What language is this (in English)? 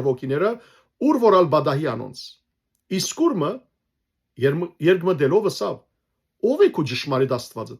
Western Armenian